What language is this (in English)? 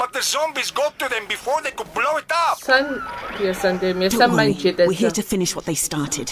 South Azerbaijani